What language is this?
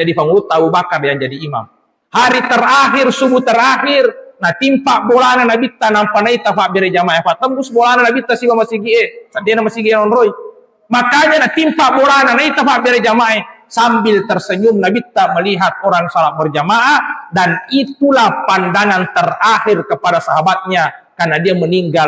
Buginese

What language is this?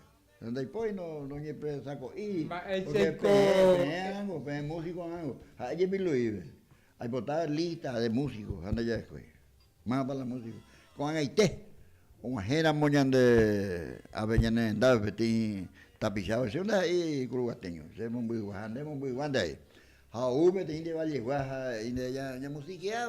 Guarani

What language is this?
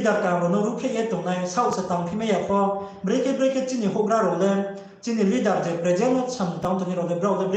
Riang (India)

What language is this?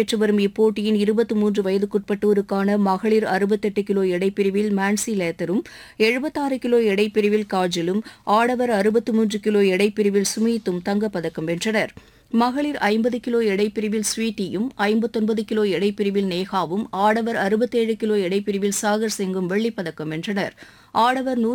Tamil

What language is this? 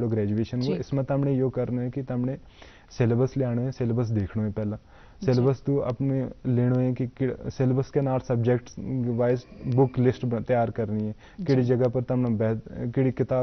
Gujari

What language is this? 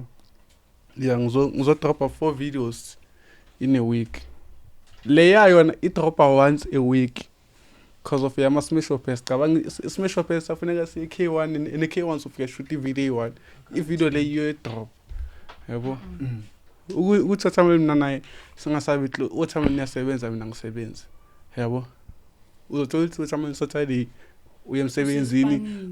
Zulu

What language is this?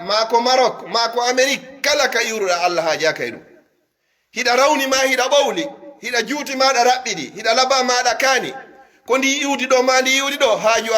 Pular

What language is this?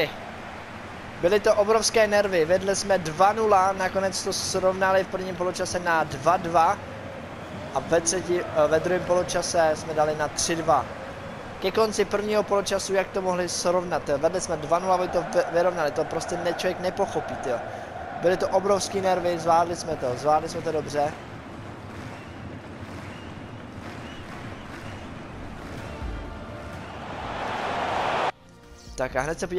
Czech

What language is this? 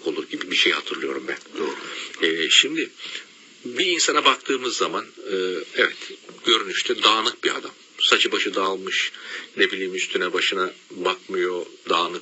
Turkish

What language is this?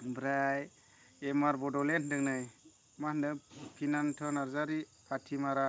Bodo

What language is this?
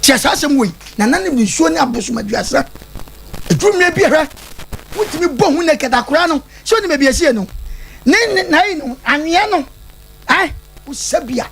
Akan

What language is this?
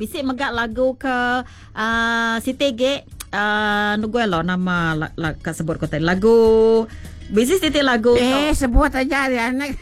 Iban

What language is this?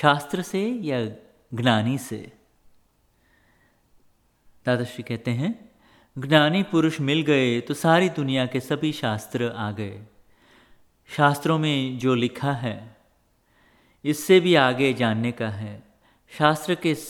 Hindi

